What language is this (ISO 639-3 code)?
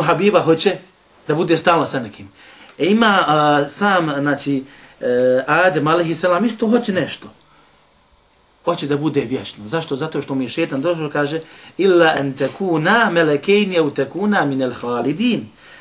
bos